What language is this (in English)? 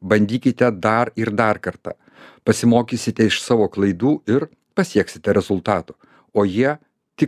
Lithuanian